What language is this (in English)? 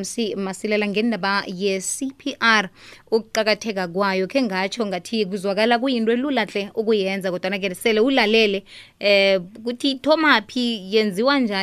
South Ndebele